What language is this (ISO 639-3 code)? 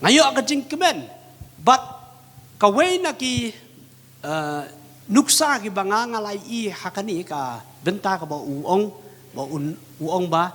kha